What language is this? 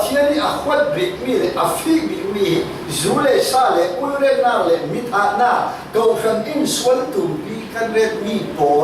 Falam Chin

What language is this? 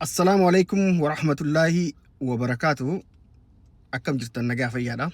Oromo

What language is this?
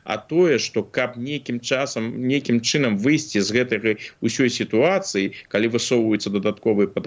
Belarusian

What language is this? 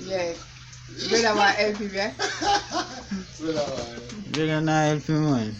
Jamaican Creole English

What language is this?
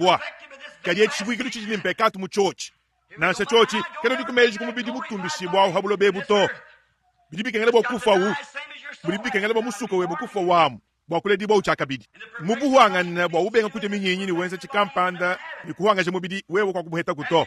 Luba-Lulua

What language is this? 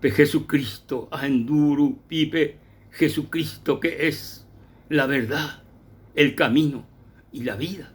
Guarani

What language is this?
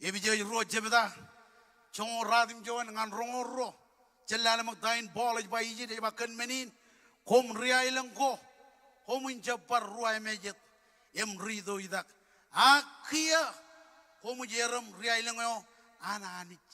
Marshallese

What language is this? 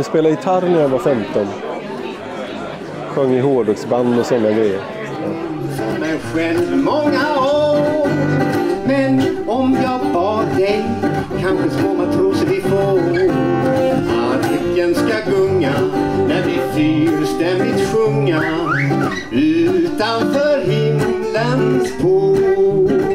Swedish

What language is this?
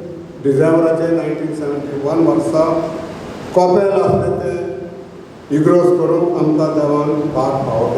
Konkani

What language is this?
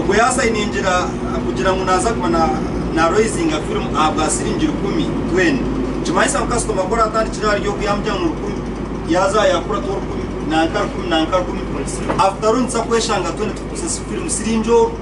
Nyankole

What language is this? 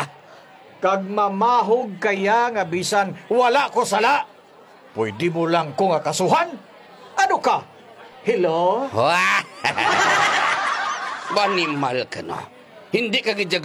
Hiligaynon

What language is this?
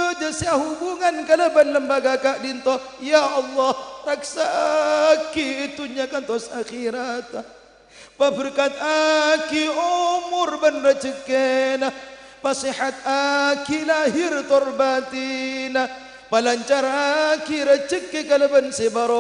Madurese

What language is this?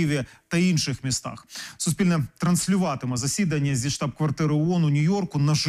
Ukrainian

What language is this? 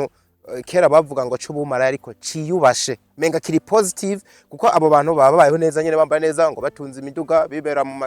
Rundi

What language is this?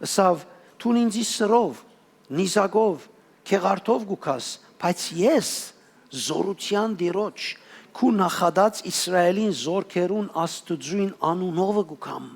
Western Armenian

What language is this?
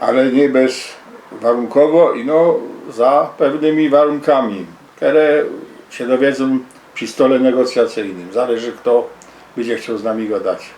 Silesian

